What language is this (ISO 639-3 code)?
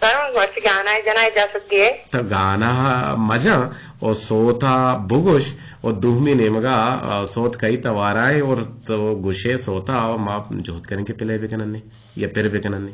bgp